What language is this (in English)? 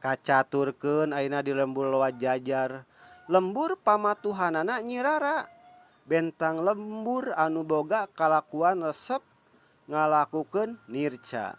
Sundanese